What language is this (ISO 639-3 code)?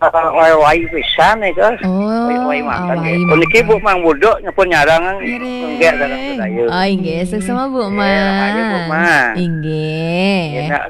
ban